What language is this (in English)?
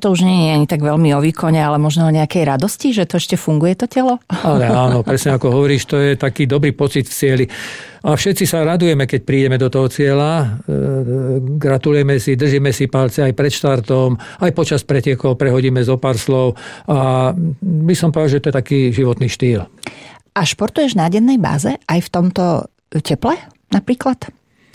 Slovak